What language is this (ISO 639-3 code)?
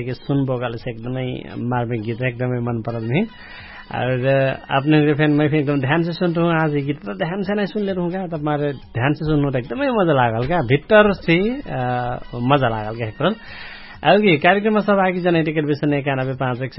thl